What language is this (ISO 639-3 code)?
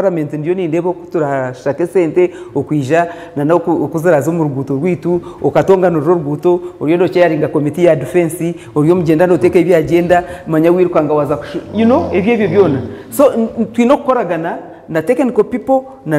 nyn